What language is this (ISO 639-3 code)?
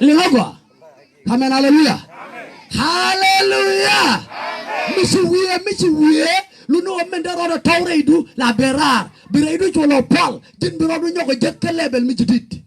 nus